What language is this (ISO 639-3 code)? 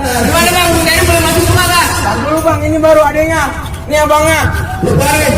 bew